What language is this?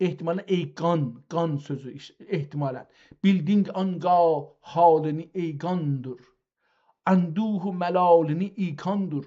South Azerbaijani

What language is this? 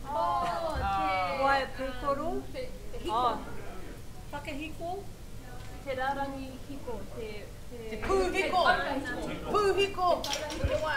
Māori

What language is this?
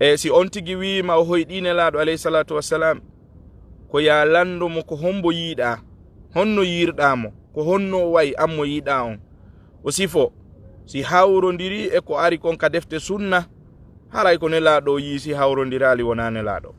Fula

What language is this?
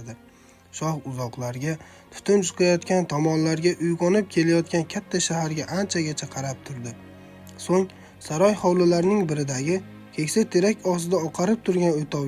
Uzbek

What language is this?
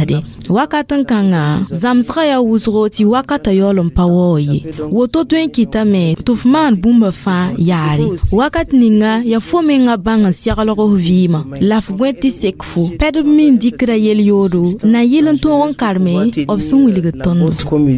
Mossi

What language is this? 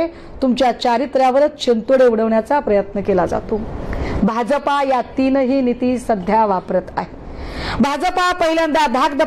Marathi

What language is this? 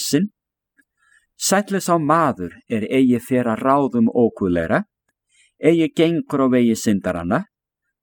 Icelandic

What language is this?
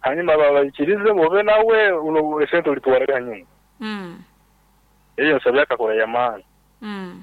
Nyoro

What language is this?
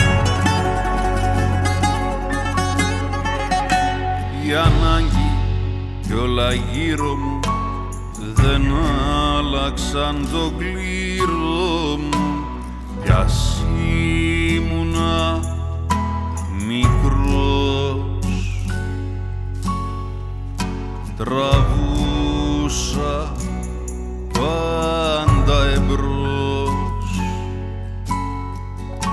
Greek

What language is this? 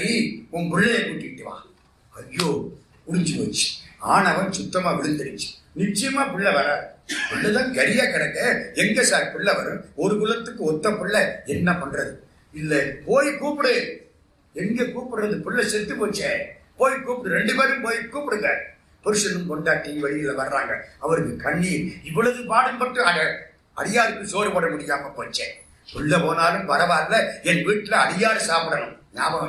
Tamil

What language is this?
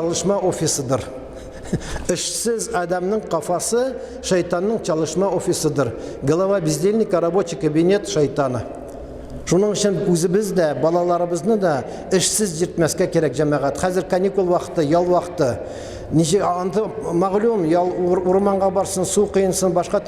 Tatar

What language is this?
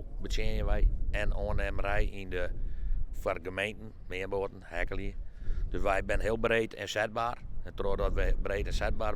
Western Frisian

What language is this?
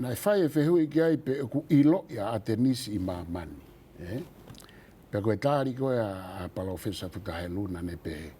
Tongan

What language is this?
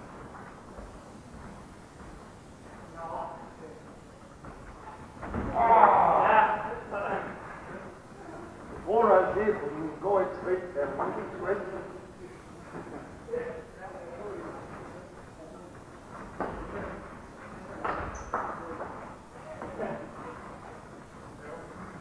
Danish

